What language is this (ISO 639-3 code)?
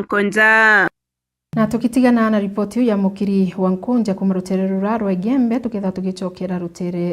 mer